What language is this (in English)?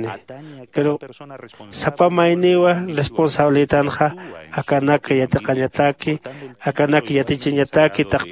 Aymara